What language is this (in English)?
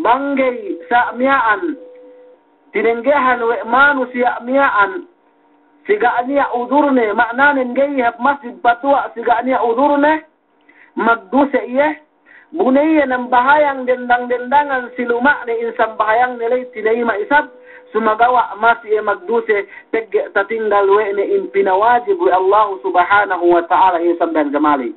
Yakan